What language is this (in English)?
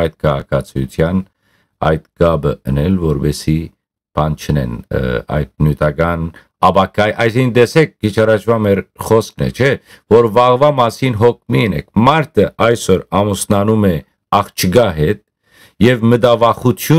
Western Armenian